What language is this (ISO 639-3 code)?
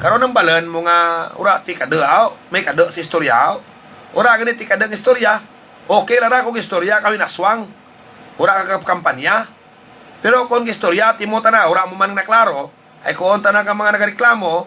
hil